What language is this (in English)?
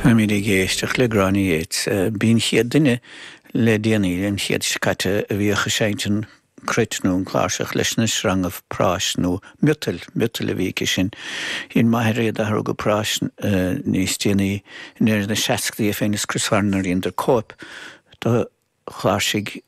Irish